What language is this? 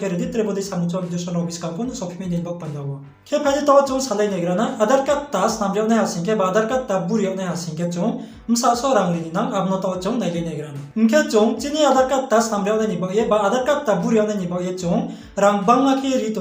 Riang (India)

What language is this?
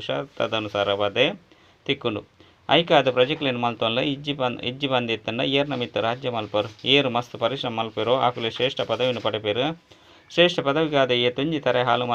Tulu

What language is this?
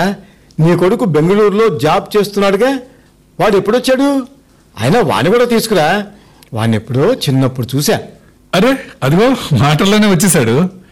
Telugu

